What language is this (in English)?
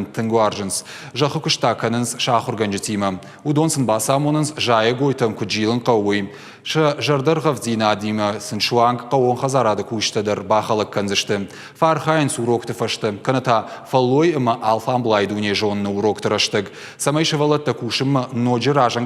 Ossetic